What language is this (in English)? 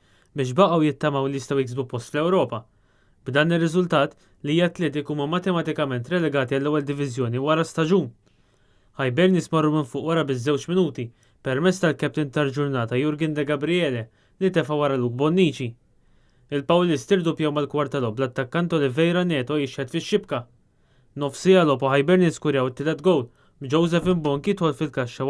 Maltese